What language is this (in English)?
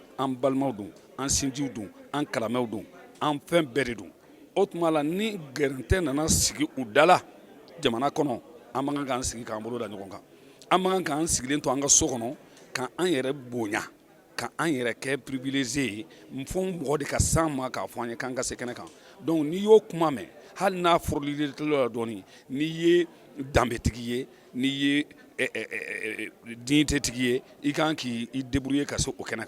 Bambara